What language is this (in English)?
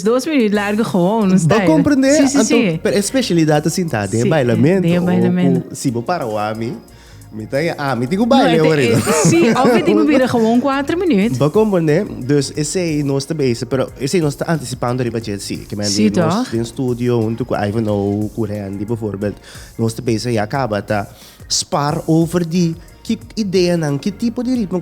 Papiamento